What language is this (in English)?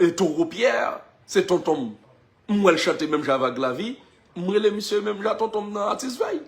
Haitian Creole